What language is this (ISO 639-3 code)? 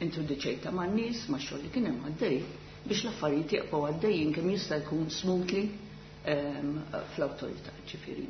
mlt